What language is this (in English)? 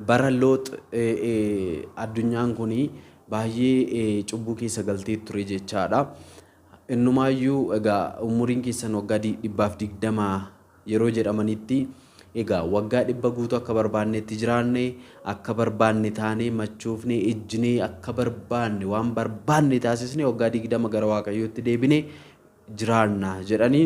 Oromo